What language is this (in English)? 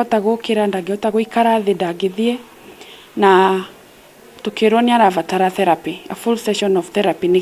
Kikuyu